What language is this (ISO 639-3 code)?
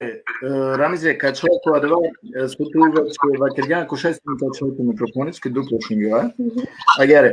rmn